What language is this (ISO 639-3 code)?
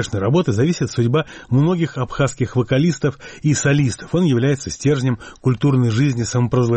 rus